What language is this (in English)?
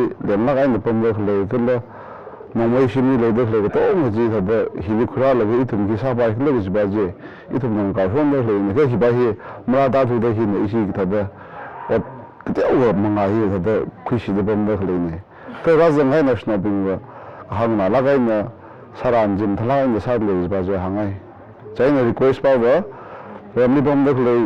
Tangkhul Naga (India)